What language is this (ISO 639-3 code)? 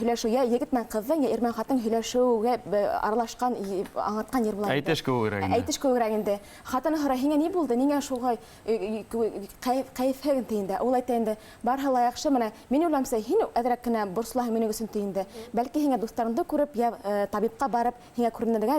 bak